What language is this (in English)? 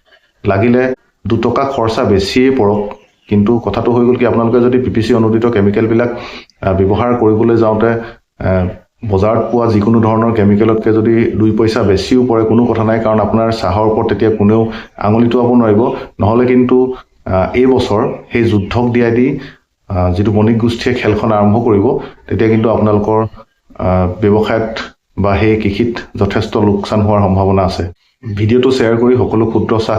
Assamese